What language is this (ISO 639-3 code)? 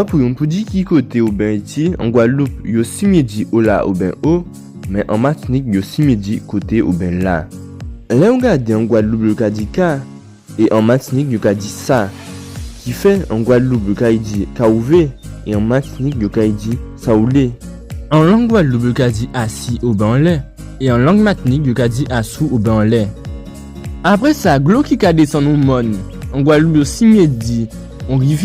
gcf